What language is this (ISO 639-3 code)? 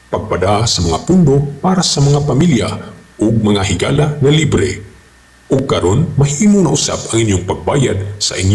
ceb